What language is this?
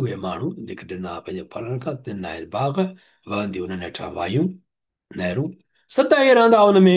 Sindhi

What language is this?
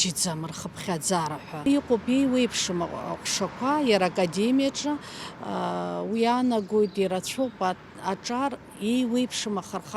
Abkhazian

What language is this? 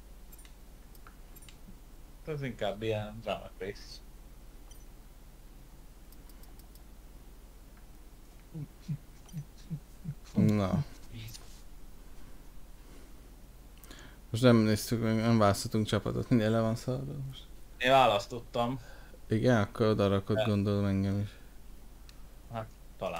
Hungarian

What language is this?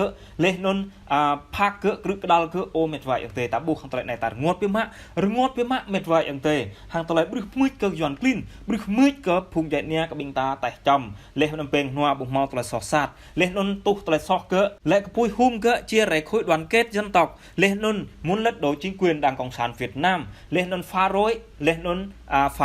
Jarai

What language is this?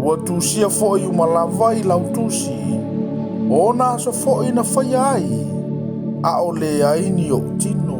Samoan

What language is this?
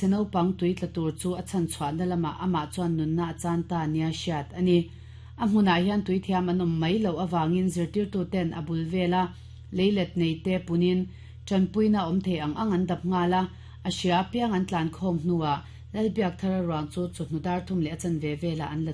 Mizo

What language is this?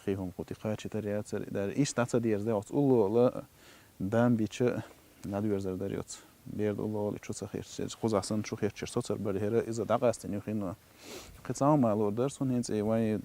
Chechen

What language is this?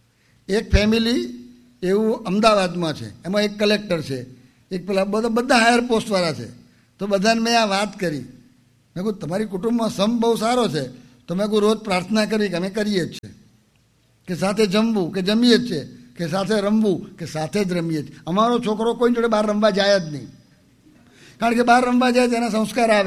Gujarati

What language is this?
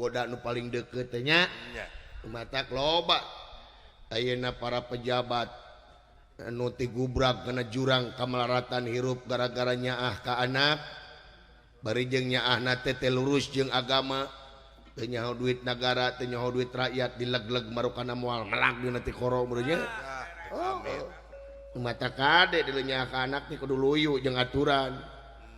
Sundanese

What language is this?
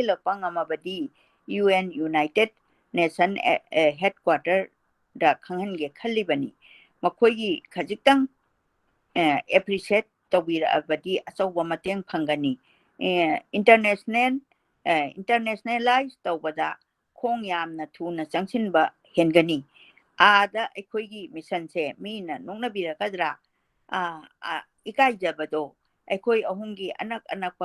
Manipuri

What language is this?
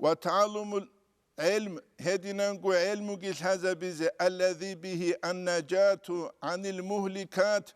Avaric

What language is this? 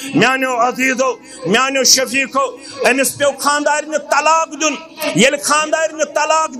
Kashmiri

